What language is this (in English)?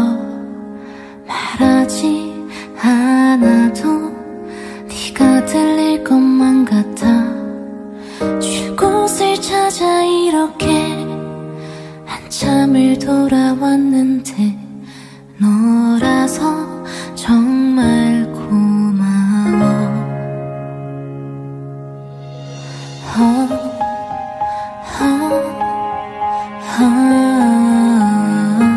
Korean